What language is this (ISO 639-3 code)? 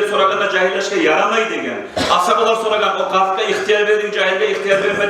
kum